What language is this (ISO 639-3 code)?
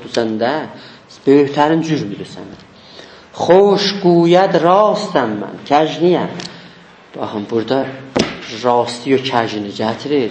azb